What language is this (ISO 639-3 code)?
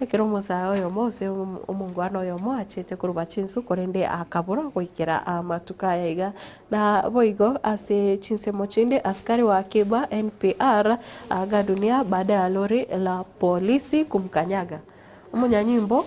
guz